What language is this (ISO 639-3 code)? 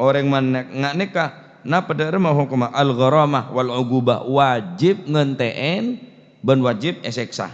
mad